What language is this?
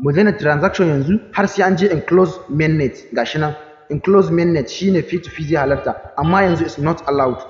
Hausa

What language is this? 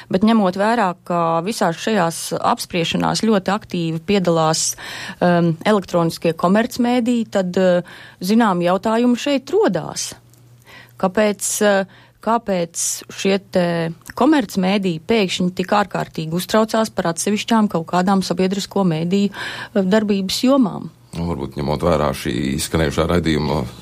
Latvian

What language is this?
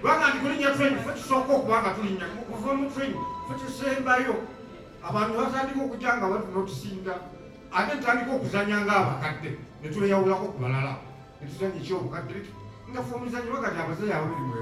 Ganda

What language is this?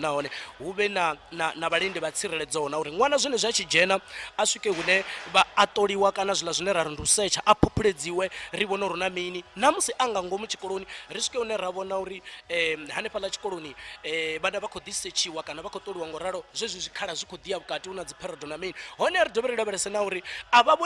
Venda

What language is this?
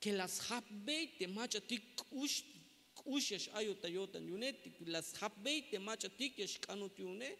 Tzeltal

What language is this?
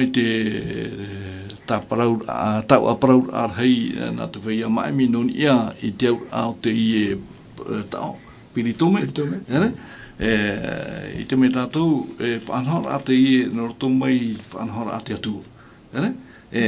Tahitian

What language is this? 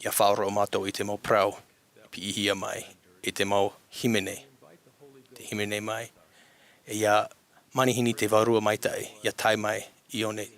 Tahitian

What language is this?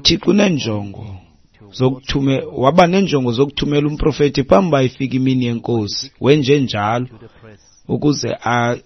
Xhosa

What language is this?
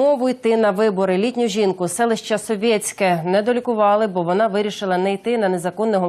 Crimean Tatar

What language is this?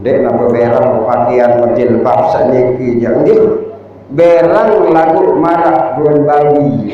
Sasak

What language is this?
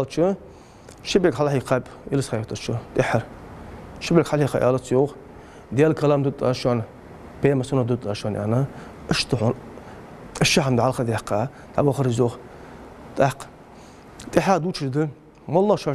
Ingush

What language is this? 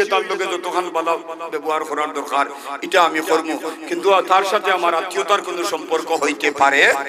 Sylheti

